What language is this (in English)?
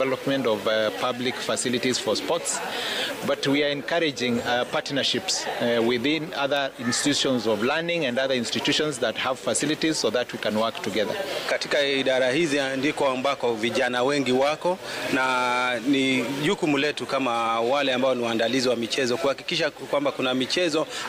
Masai